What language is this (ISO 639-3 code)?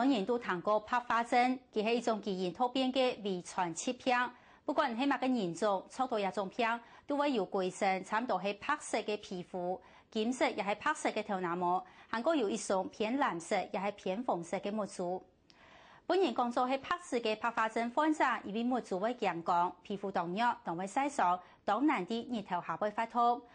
hak